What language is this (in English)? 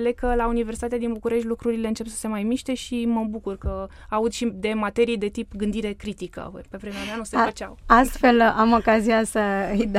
Romanian